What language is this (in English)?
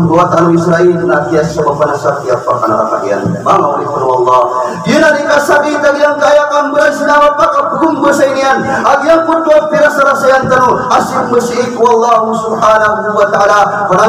Maranao